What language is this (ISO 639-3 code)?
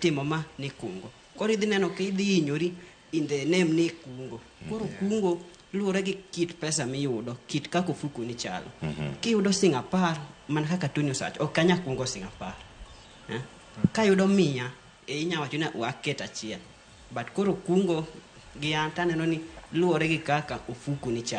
luo